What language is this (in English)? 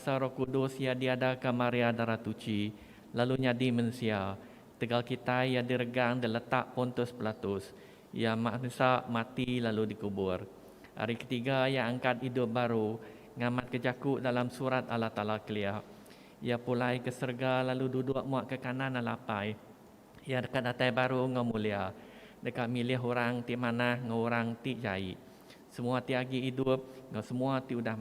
Iban